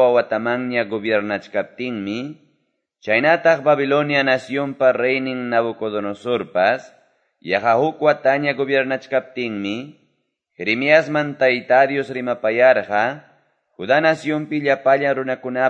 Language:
Quechua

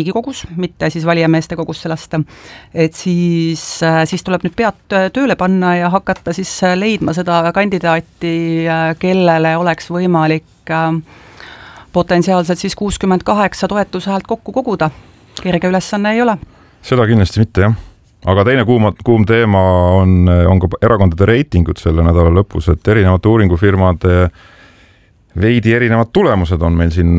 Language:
Estonian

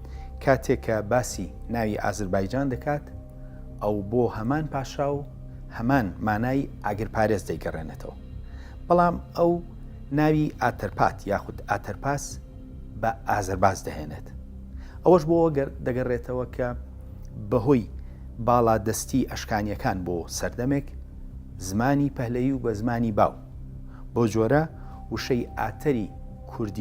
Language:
Central Kurdish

